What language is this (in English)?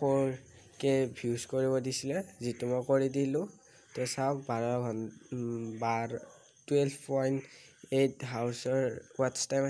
Assamese